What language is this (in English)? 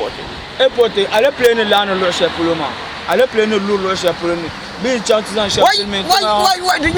Dagbani